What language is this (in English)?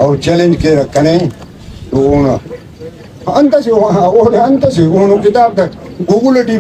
Brahui